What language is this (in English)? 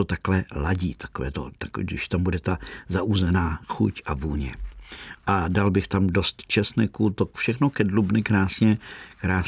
Czech